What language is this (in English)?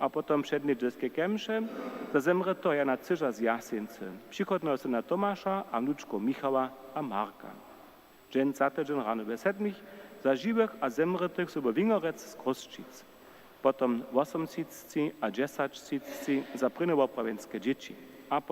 Upper Sorbian